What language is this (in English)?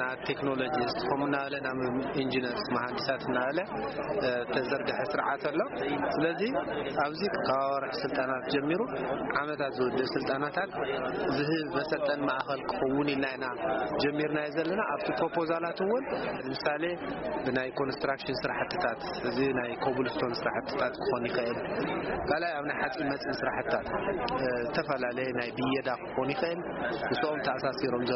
Tigrinya